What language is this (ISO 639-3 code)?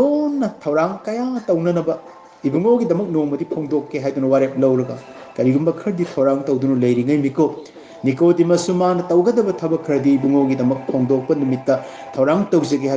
mni